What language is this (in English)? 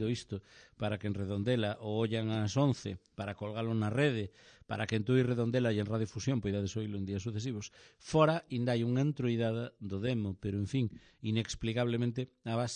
Galician